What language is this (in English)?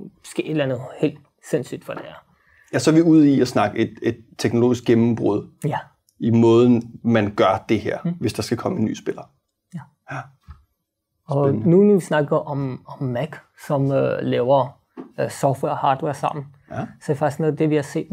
Danish